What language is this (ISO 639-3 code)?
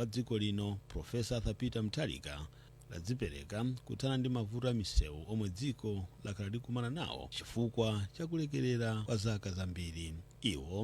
nya